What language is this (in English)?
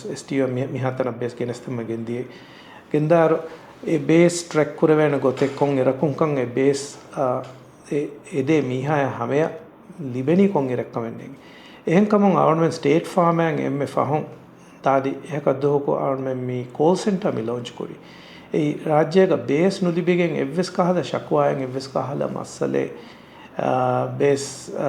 Divehi